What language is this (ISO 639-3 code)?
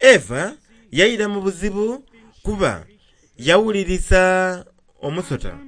xog